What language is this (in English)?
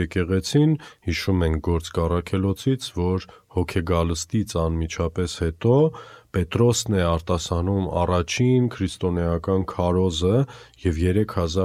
Armenian